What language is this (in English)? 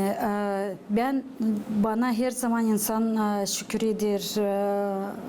Gagauz